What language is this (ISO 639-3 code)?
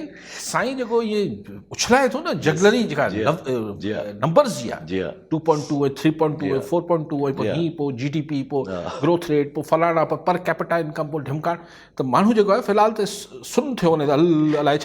snd